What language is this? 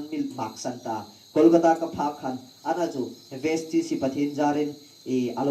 Hmar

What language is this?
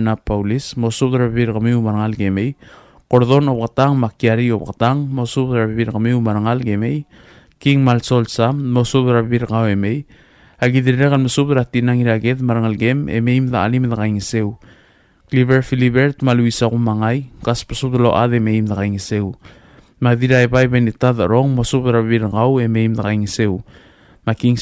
Palauan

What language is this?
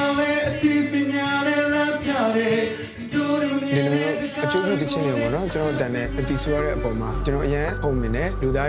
Burmese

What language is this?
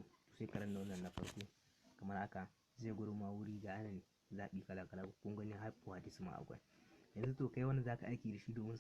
Hausa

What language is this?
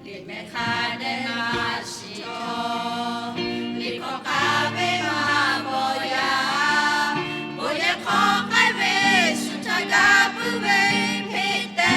Lahu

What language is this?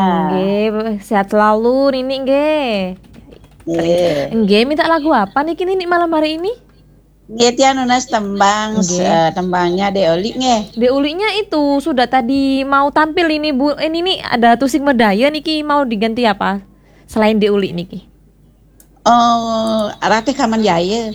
Balinese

